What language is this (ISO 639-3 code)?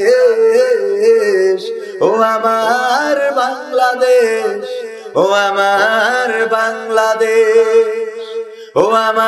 ben